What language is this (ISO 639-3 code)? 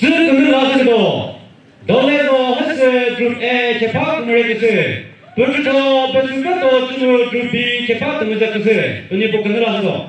nri